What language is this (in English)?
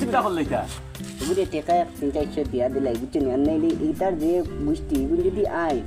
Sylheti